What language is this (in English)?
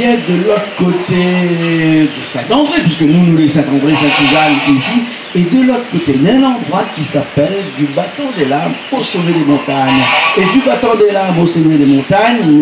Réunion Creole French